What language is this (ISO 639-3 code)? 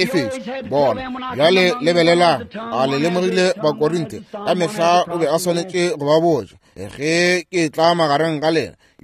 nso